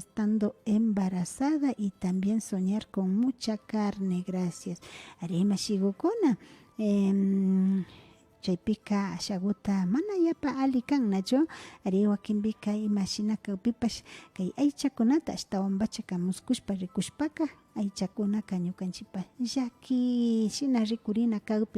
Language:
Imbabura Highland Quichua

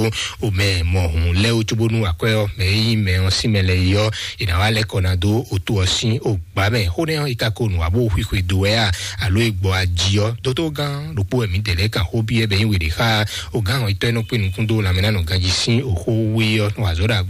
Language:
Fon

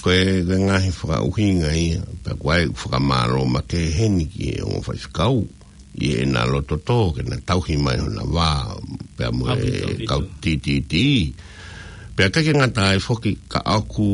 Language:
Tongan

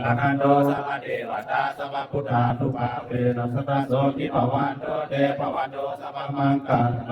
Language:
Pali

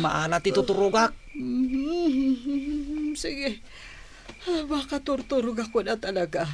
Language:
Iloko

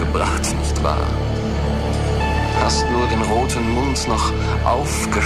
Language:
German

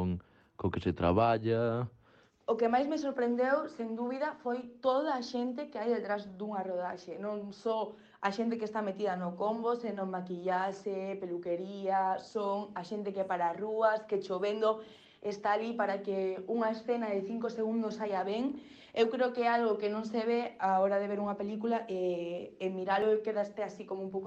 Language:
Galician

